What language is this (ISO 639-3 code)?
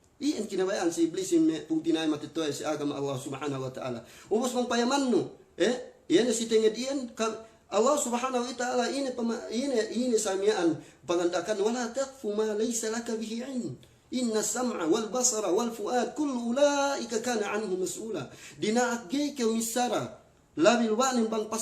yka